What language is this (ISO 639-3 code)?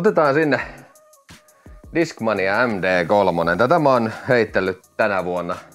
fin